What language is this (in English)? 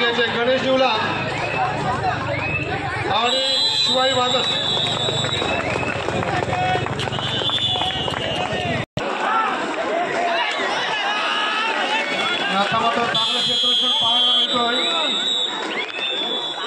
Marathi